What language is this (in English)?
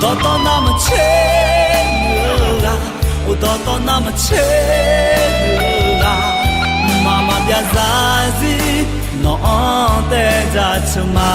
Akha